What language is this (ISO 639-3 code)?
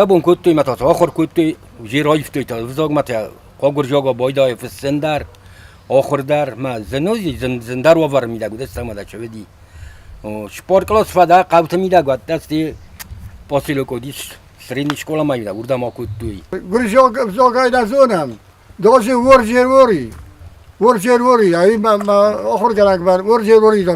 oss